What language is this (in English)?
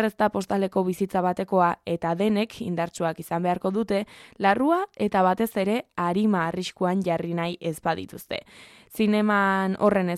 Basque